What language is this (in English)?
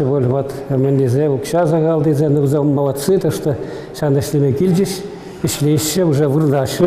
Chuvash